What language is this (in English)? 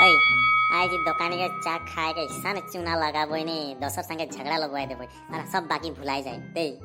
Sadri